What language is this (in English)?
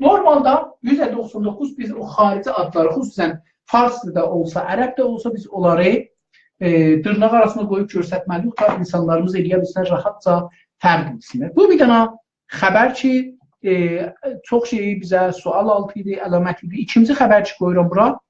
South Azerbaijani